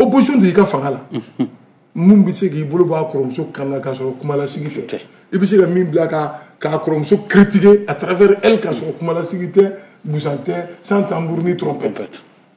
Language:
Bambara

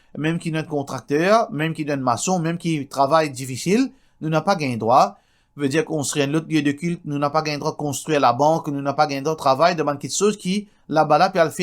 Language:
Morisyen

